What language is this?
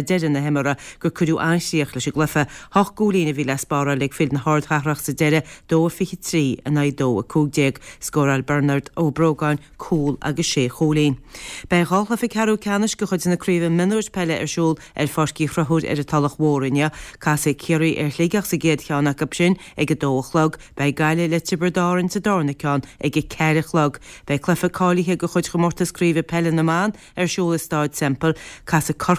Irish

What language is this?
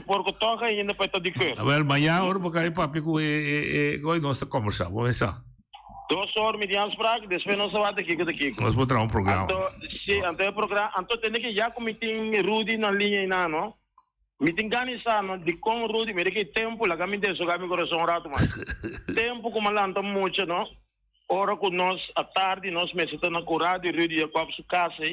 Papiamento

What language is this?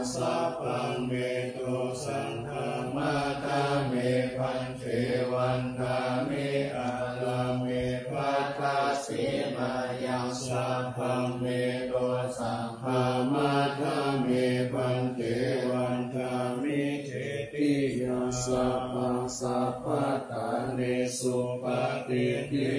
Pali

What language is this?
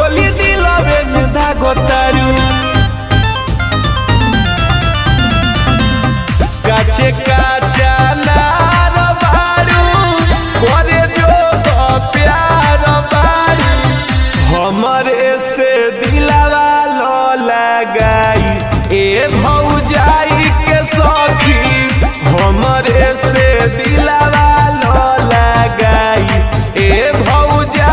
Bhojpuri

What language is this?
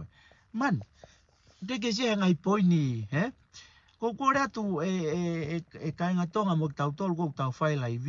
Tongan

